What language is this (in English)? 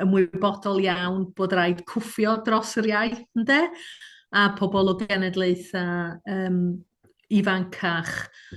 Welsh